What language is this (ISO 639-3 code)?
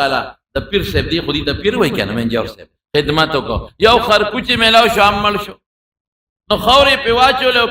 pus